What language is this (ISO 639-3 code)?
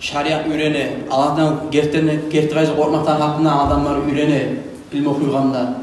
kum